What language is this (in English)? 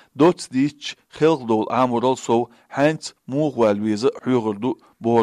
Chechen